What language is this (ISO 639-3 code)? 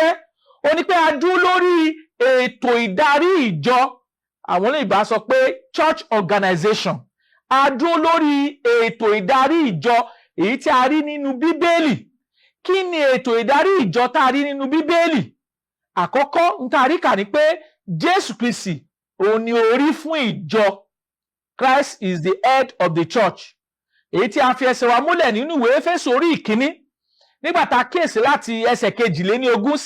yor